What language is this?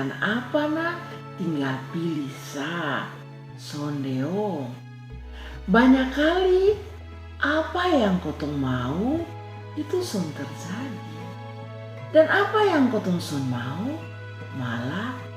Kupang Malay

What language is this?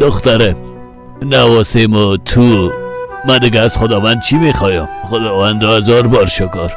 Persian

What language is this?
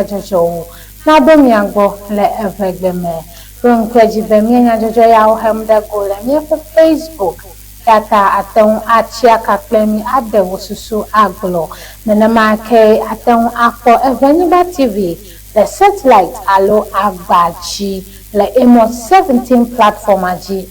Ewe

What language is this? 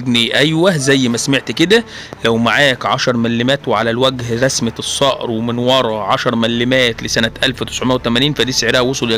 Egyptian Arabic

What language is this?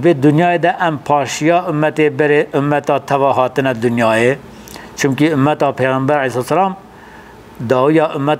Kurdish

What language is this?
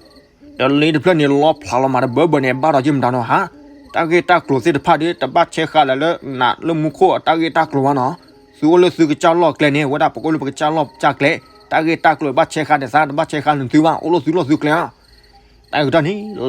S'gaw Karen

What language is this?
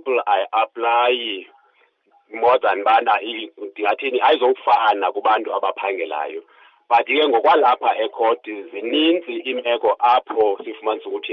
Xhosa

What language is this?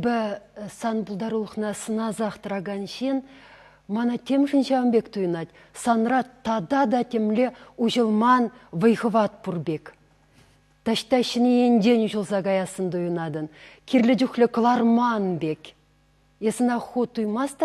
Chuvash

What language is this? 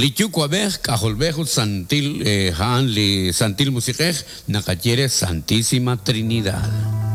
Kekchí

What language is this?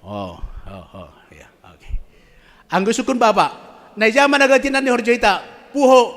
Batak Simalungun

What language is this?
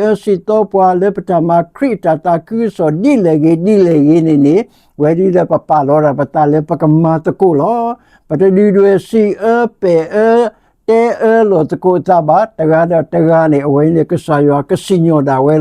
S'gaw Karen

